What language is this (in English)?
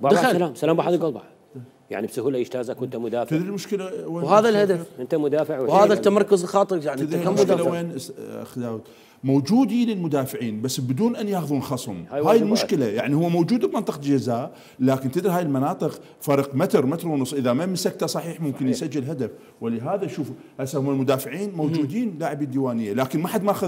Mesopotamian Arabic